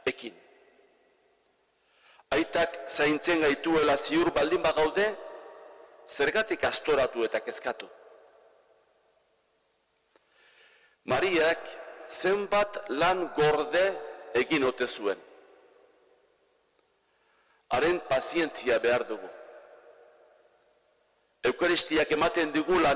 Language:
Basque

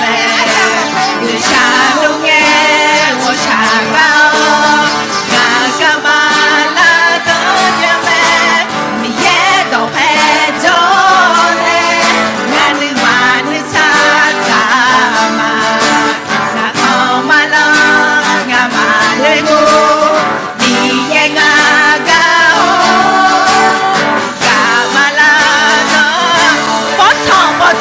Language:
Akha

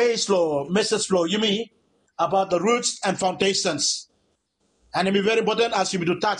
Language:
Bislama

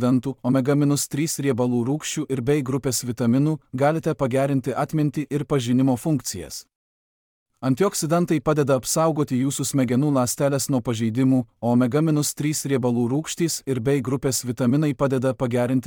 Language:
Lithuanian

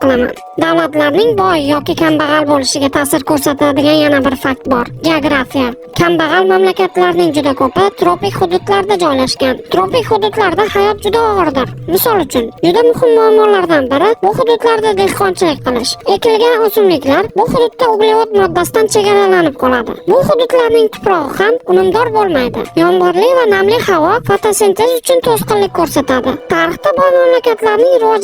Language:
Uzbek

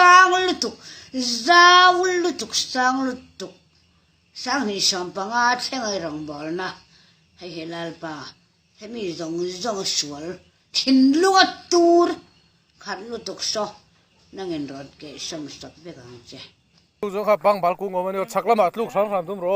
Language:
Mizo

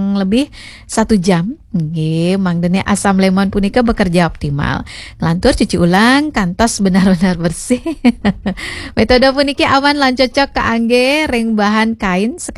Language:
Balinese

